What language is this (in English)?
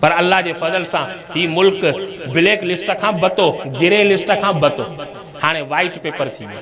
Sindhi